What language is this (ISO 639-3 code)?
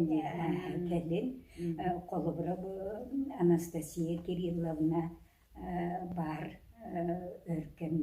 sah